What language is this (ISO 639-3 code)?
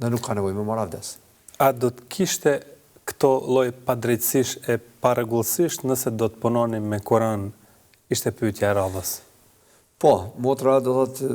sqi